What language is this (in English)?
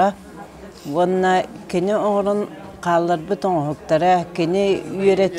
Yakut